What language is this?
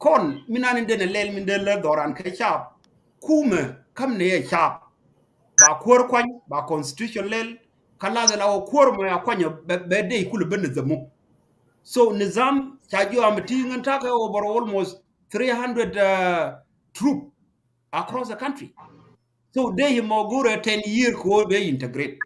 Nuer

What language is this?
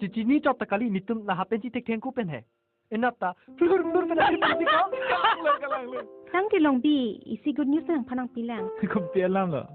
Karbi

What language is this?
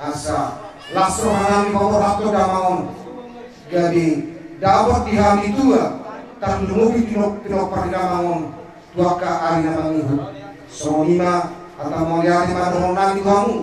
Batak Toba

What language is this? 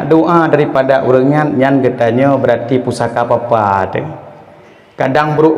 Achinese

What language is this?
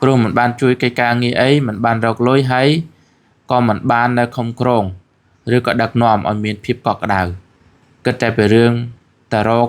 Khmer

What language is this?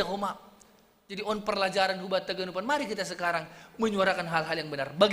Batak Simalungun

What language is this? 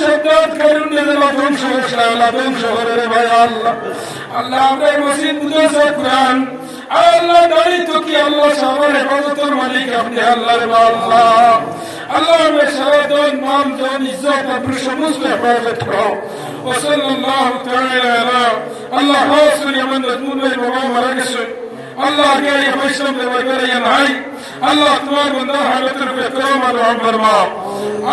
Sylheti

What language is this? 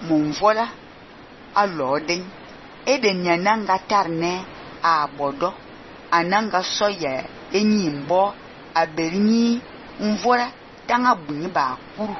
Fang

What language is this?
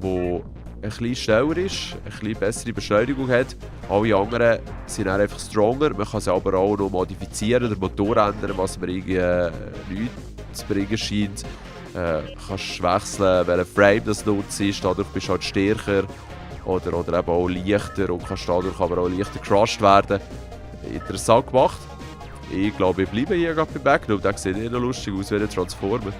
Swiss German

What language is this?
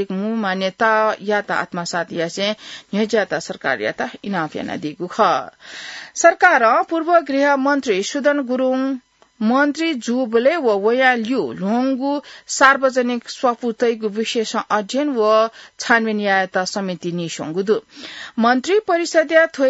Newari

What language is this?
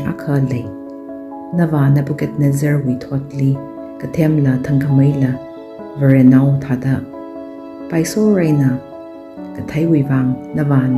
Tangkhul Naga (India)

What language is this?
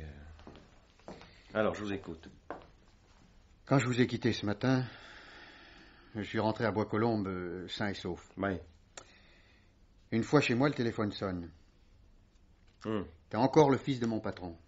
French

